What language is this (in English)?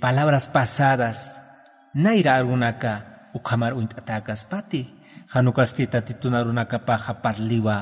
Aymara